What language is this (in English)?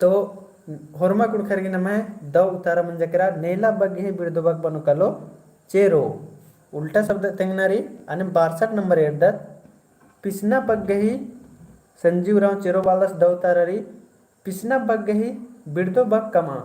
Kurukh